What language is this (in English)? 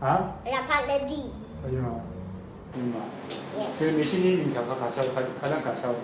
Rawang